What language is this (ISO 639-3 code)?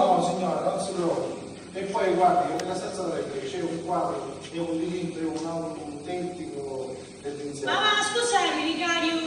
scn